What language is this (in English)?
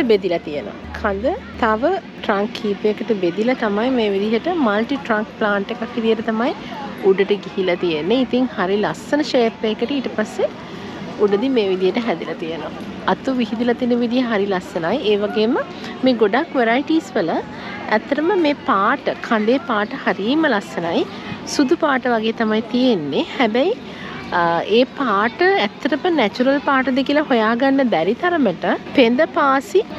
Sinhala